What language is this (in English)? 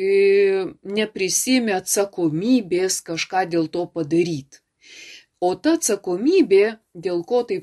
Lithuanian